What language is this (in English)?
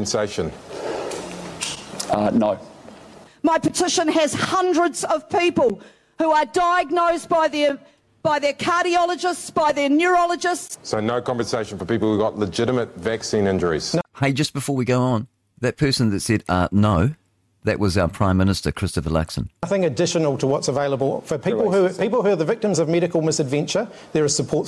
English